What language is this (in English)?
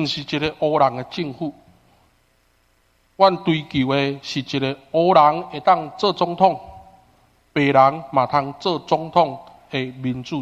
Min Nan Chinese